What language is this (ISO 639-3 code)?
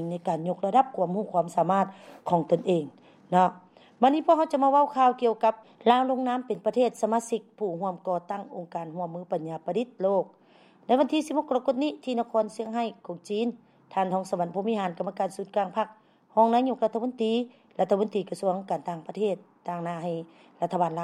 lao